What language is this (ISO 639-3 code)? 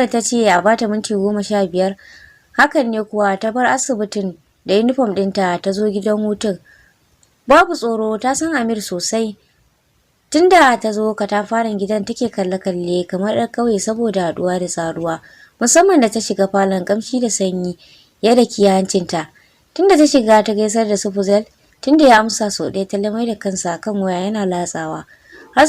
hau